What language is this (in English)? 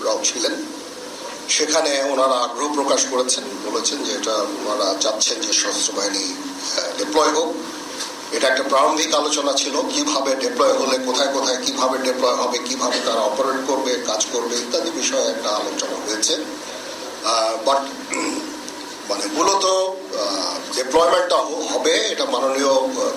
Bangla